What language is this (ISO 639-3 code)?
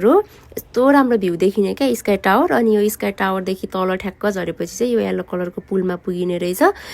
nep